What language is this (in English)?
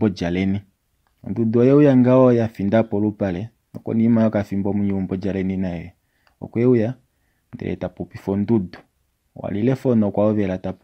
Kuanyama